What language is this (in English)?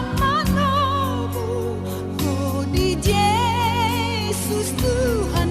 Batak Toba